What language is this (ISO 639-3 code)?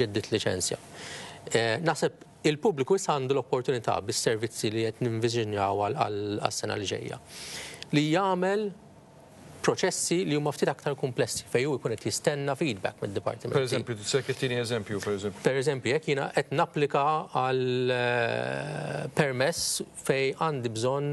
mlt